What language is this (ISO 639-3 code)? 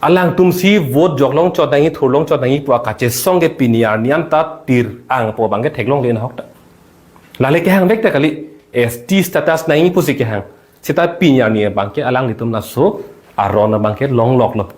mjw